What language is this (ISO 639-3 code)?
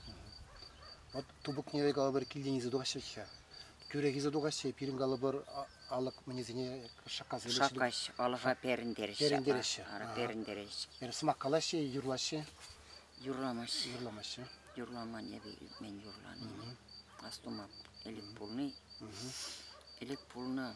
chv